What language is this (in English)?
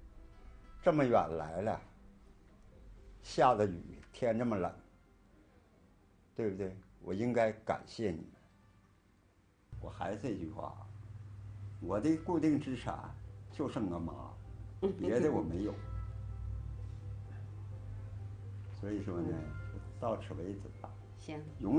Chinese